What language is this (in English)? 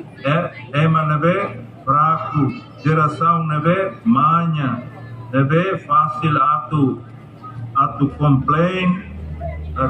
Tetum